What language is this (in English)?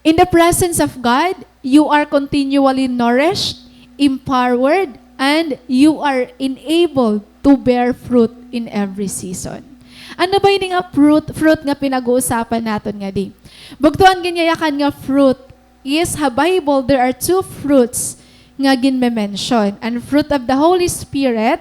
Waray